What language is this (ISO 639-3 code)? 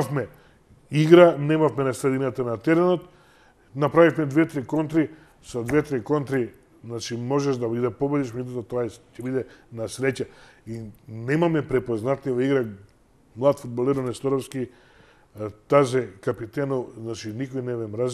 mkd